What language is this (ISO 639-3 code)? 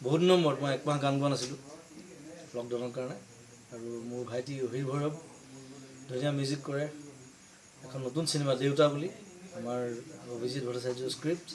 asm